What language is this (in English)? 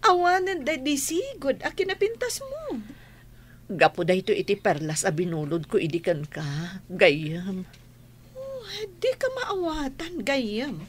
Iloko